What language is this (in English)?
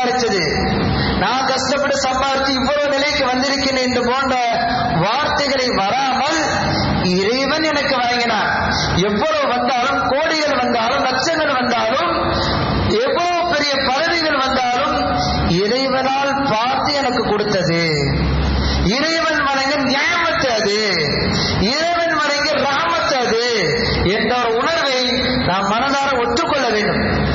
Tamil